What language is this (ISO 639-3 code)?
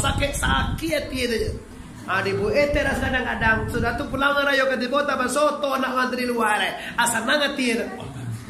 min